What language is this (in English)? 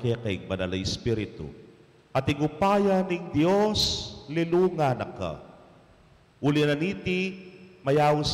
Pampanga